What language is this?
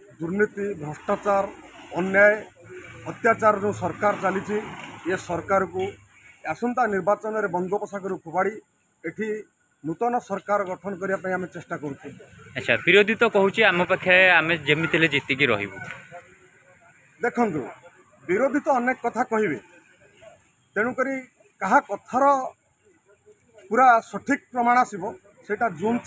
Odia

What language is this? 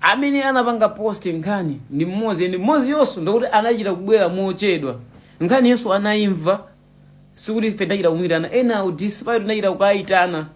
Nyanja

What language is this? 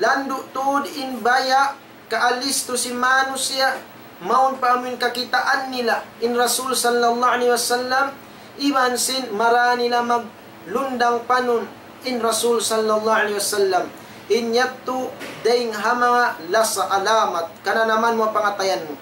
Tausug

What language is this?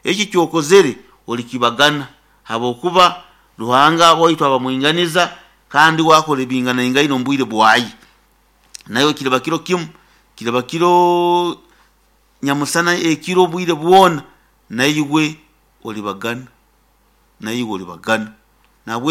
Nyoro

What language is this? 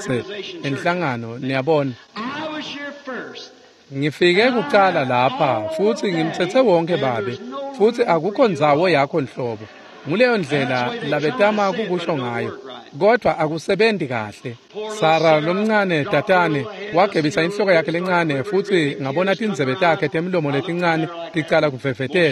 Swati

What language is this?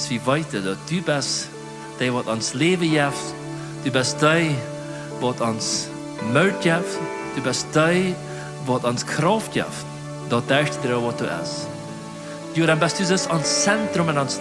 Plautdietsch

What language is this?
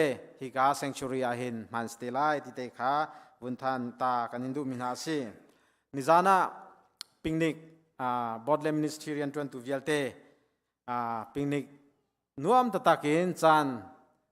Hakha Chin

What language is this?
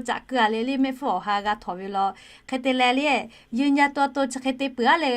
Lahu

